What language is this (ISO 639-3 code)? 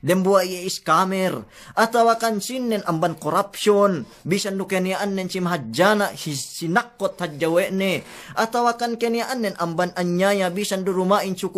yka